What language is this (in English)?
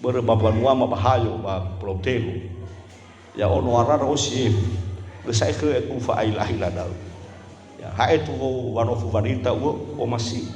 Nias